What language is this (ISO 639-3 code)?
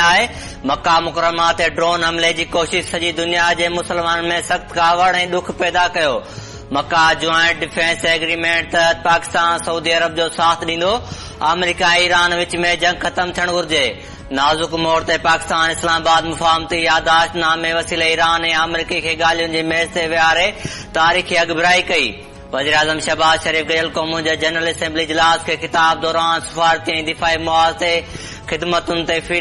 snd